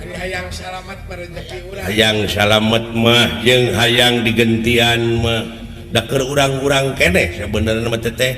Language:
Sundanese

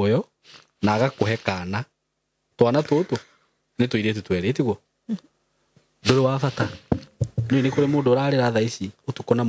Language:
Kikuyu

